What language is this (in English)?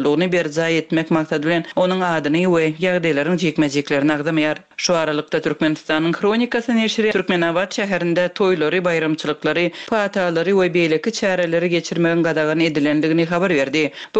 Turkmen